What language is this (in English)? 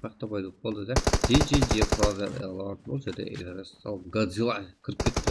Kara-Kalpak